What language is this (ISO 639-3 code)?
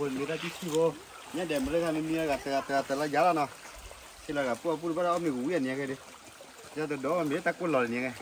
ksw